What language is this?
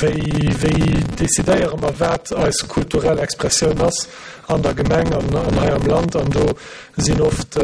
Luxembourgish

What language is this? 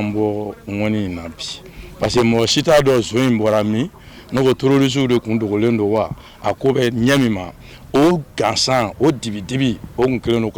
Bambara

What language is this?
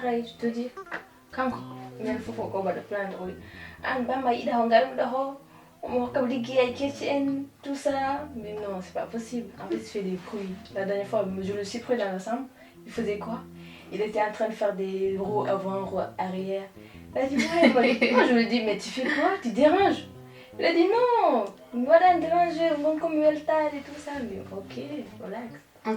Fula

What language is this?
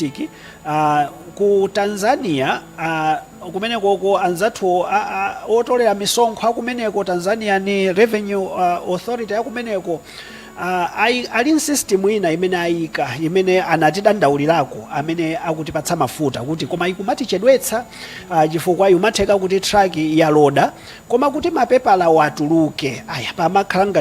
Nyanja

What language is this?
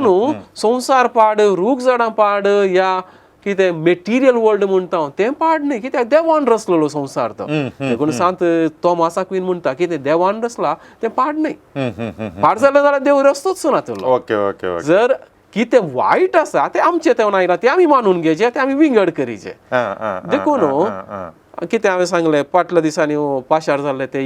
Konkani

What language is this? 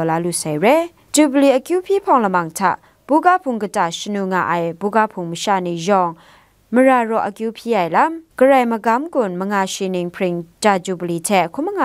Kachin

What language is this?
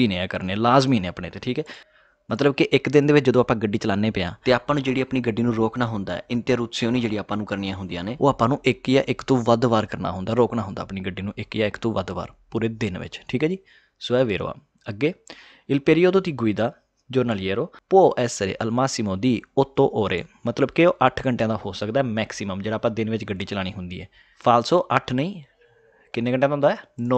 Punjabi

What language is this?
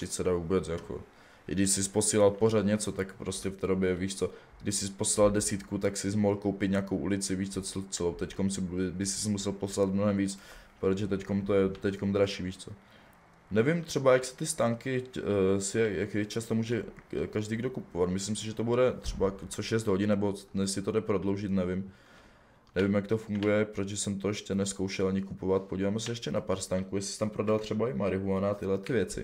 Czech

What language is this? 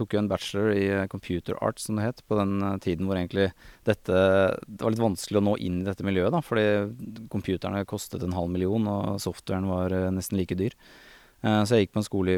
Norwegian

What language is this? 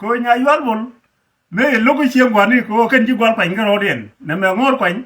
Nuer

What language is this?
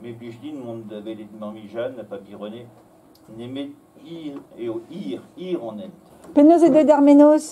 Breton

